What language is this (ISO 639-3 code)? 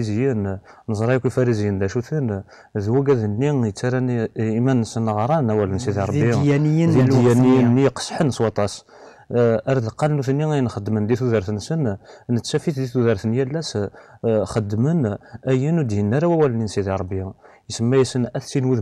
kab